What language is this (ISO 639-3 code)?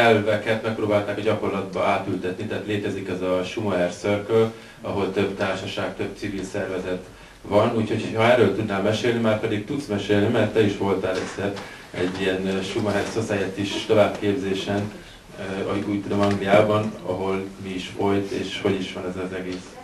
hun